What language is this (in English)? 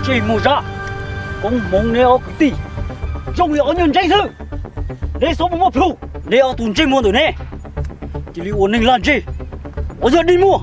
Hmong